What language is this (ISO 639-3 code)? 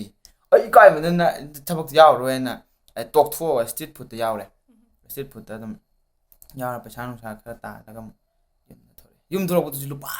mni